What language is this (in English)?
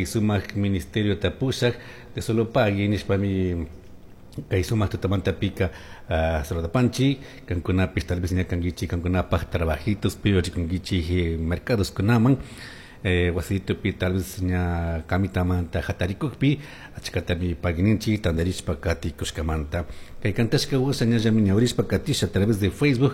Chimborazo Highland Quichua